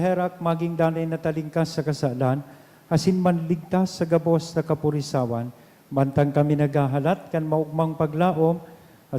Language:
Bikol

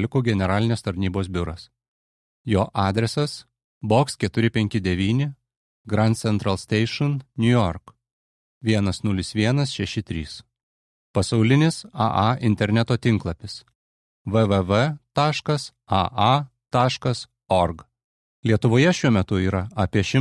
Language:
Lithuanian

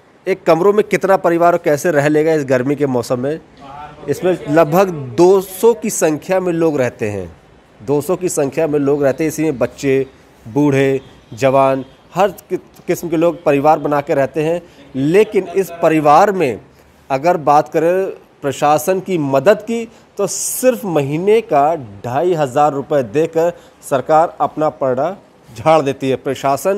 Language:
Hindi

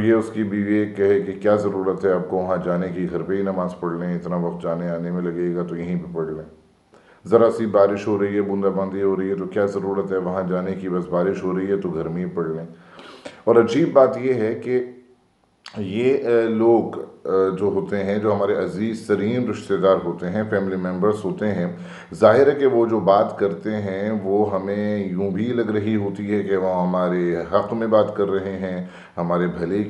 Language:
Urdu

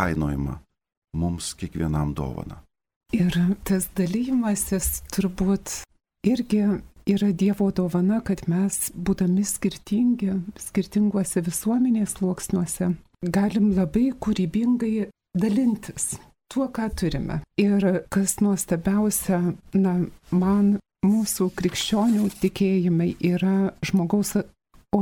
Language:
Lithuanian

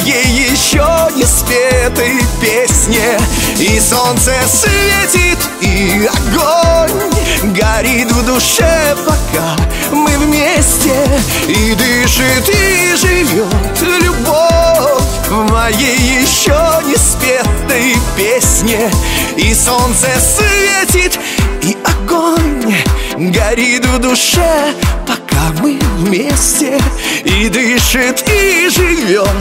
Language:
Russian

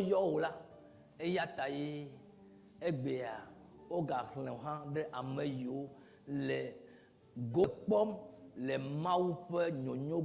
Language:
Ewe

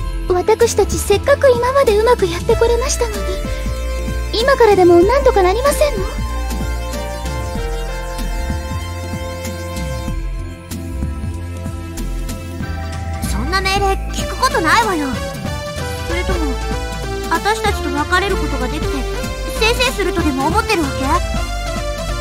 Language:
Japanese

